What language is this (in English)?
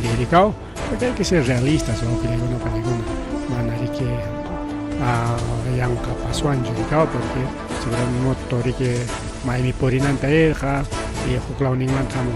Ayacucho Quechua